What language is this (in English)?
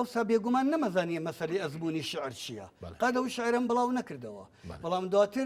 Central Kurdish